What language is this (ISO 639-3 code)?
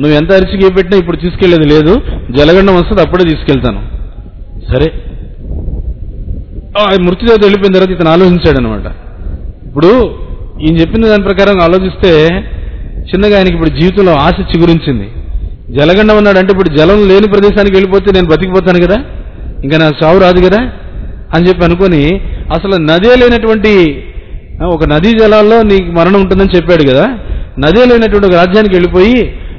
tel